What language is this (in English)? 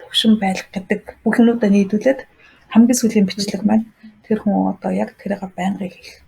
Mongolian